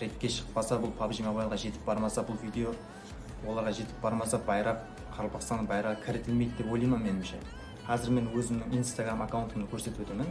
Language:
Kara-Kalpak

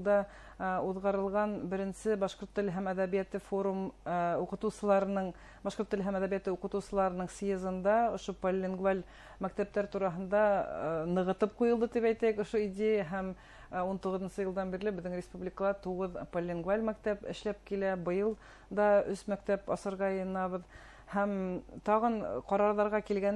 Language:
Bashkir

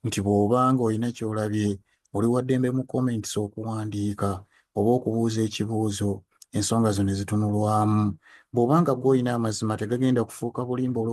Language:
Ganda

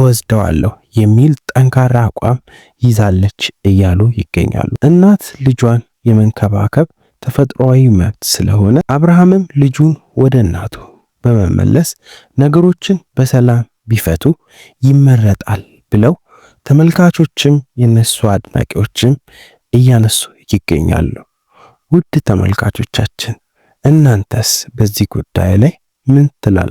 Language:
Amharic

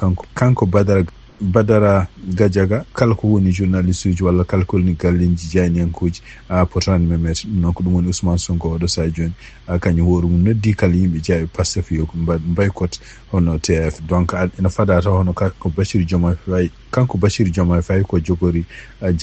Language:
Fula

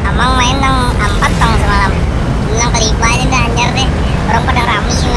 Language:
Banjar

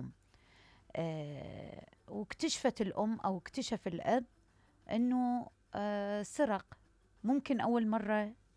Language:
Mesopotamian Arabic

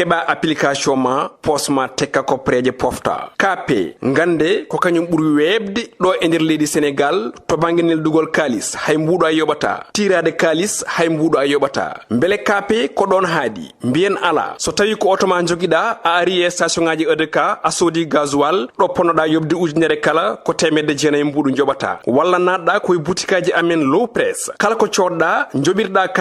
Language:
Fula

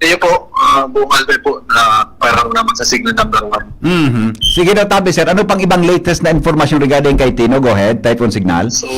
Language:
Bikol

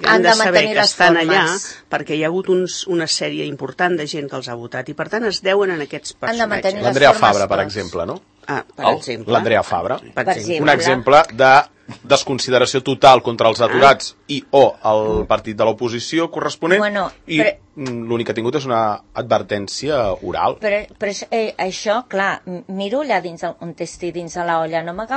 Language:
Catalan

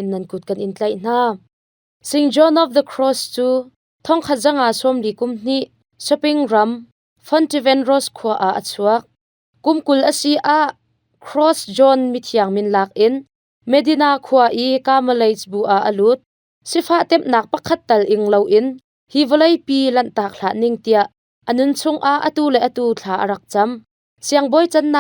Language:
Hakha Chin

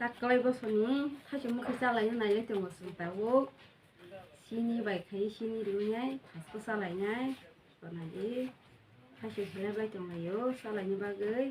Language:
Kok Borok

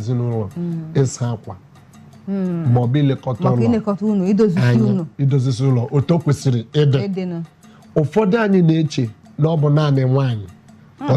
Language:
Igbo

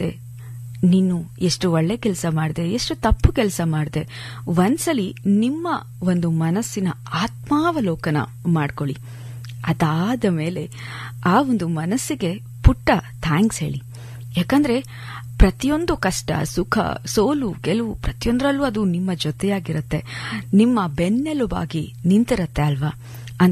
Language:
Kannada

